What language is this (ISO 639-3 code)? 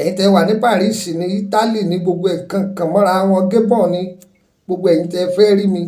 yor